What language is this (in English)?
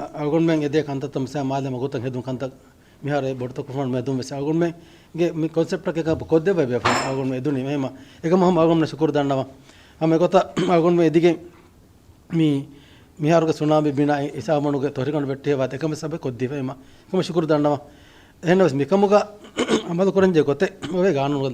Divehi